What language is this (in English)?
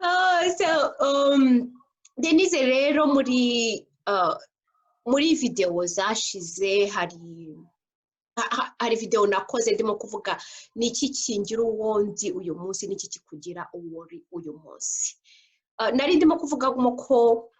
Kinyarwanda